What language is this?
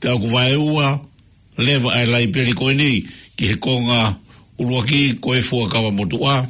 Tongan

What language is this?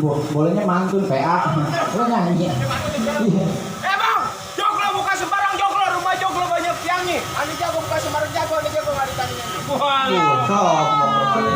Betawi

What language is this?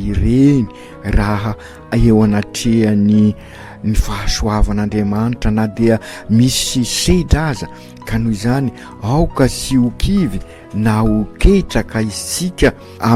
Malagasy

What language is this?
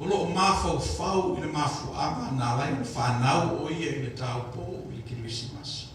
Samoan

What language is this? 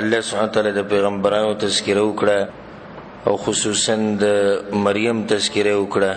Pashto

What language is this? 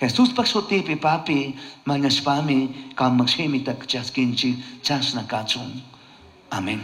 Chimborazo Highland Quichua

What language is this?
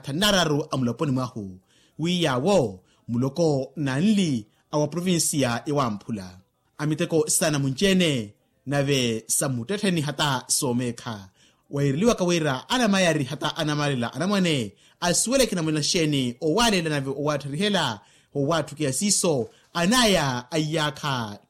Makhuwa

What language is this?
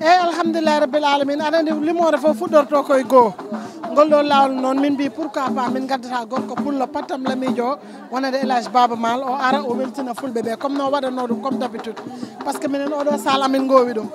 Fula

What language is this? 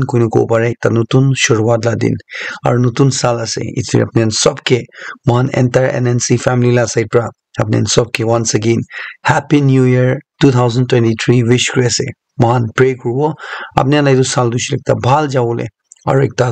Naga Pidgin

